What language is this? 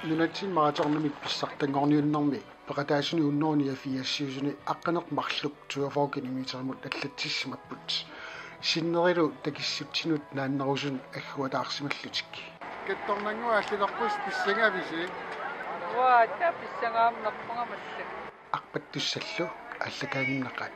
Kalaallisut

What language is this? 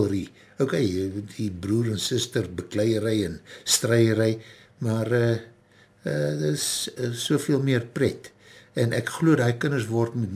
Afrikaans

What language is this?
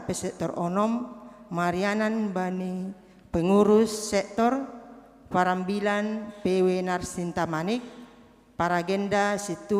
Batak Simalungun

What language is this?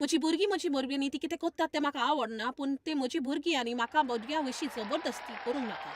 Konkani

